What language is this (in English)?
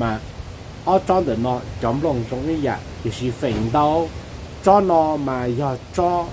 Hmong